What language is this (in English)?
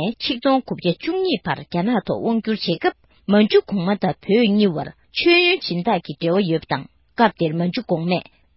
Tibetan